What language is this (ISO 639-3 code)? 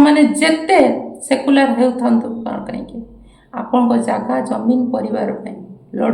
ori